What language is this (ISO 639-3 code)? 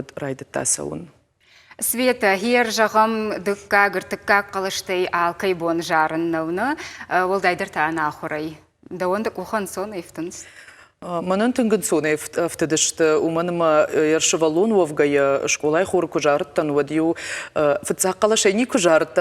oss